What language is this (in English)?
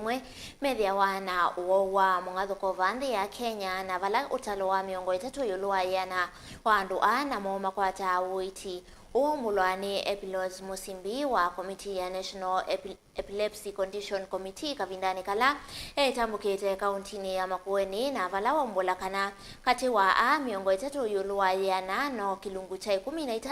Kamba